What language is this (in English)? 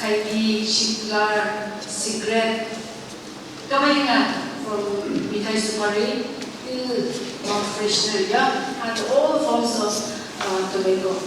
Phom Naga